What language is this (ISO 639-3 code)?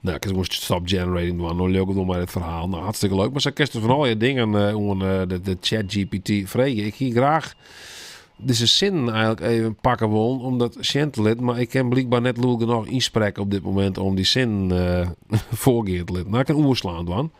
fry